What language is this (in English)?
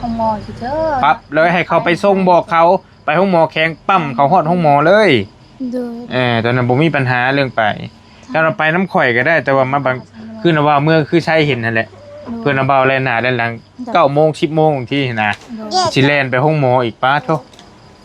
Northeastern Thai